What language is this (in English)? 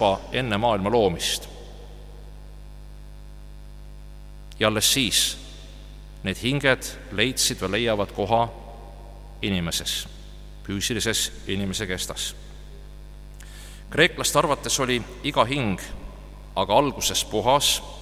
Estonian